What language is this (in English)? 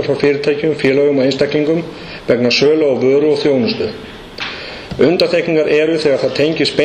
Icelandic